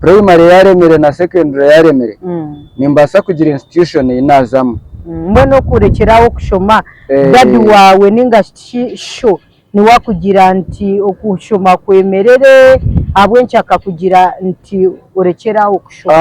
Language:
Nyankole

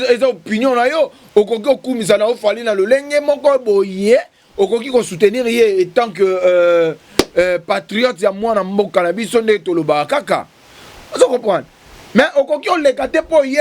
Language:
Lingala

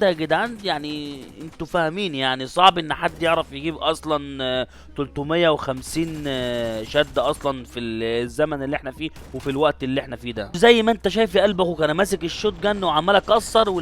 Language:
Egyptian Arabic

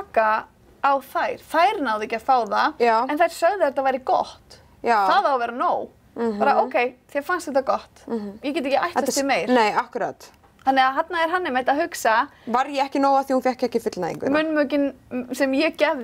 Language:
Icelandic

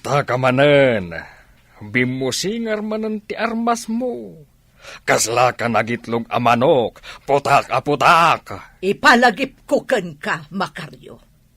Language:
Iloko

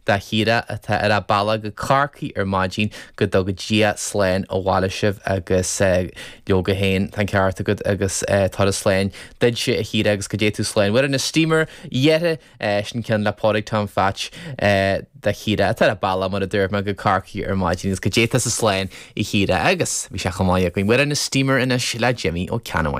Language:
Irish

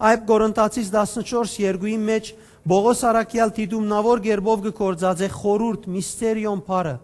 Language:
Western Armenian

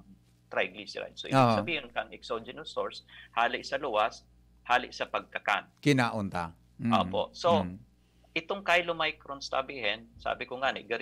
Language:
Bikol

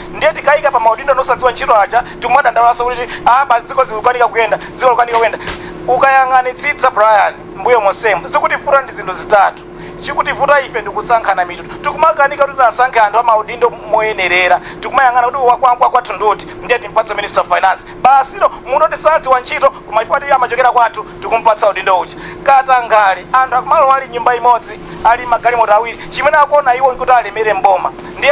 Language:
Nyanja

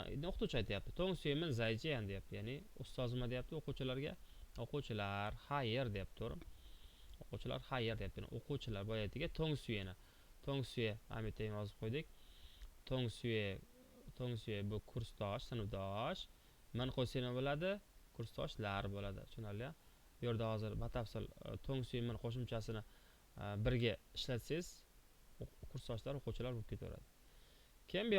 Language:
Uzbek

